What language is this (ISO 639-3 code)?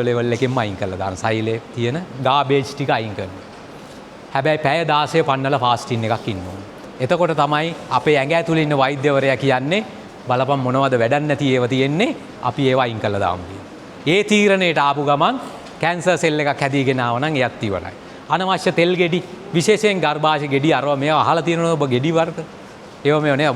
sin